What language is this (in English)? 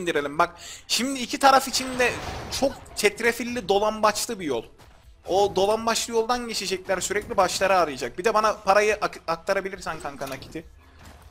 Turkish